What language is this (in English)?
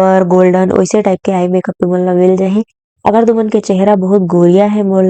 Chhattisgarhi